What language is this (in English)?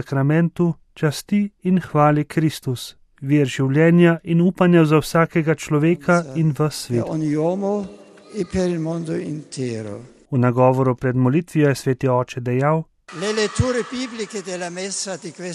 Slovenian